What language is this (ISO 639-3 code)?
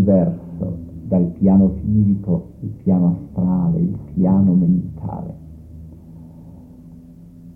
ita